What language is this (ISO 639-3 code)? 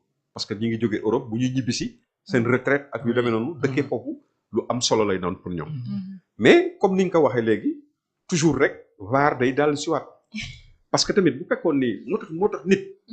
wol